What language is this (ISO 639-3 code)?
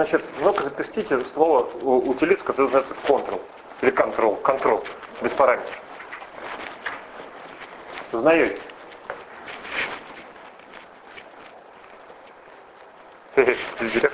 rus